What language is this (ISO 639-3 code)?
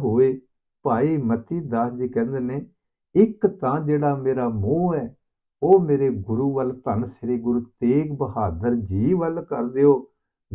pan